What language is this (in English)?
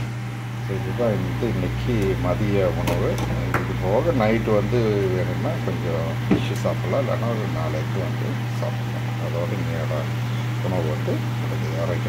Tamil